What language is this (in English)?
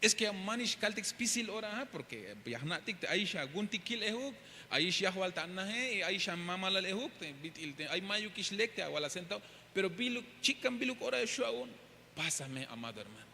Tzeltal